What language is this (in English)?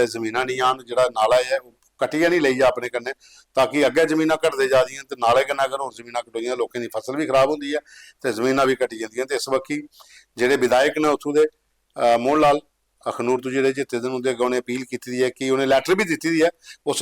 Dogri